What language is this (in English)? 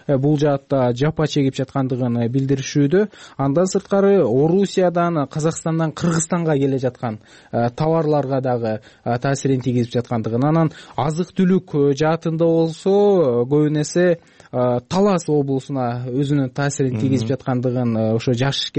Kyrgyz